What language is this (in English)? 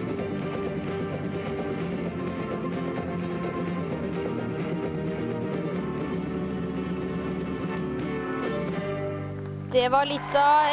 Norwegian